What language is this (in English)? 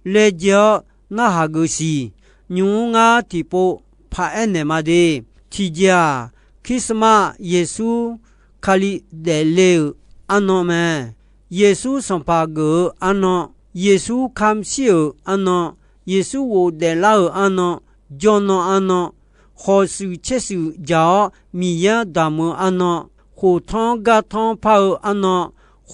Akha